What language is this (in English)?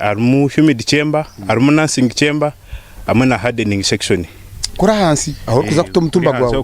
Nyankole